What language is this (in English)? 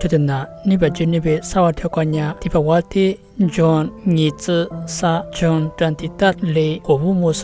Lisu